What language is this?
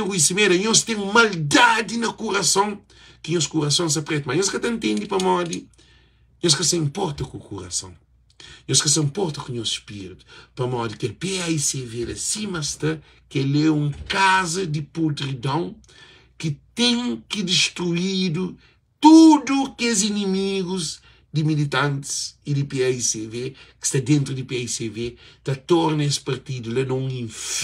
Kabuverdianu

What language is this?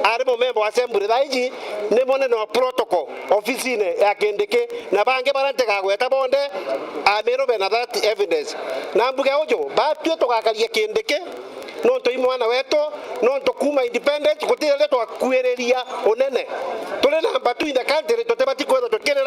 Meru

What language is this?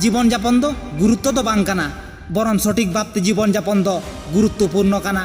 Santali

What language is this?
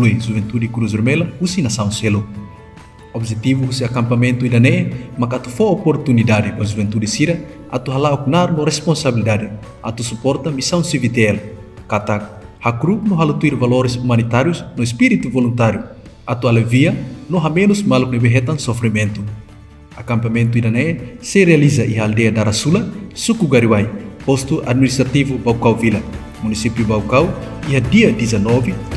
Tetum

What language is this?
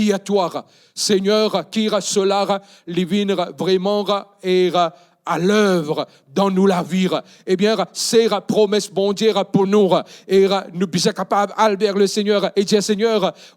Morisyen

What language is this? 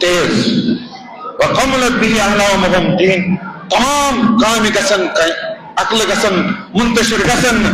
Kashmiri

